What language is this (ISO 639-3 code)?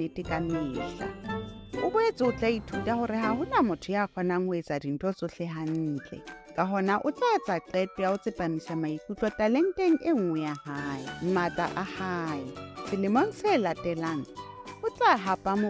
sot